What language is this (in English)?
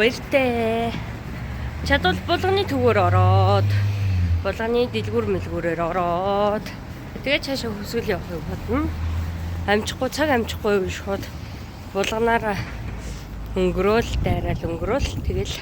Mongolian